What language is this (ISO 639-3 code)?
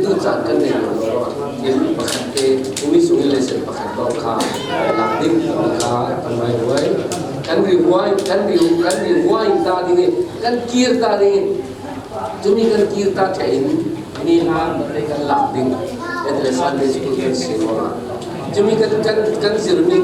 cfm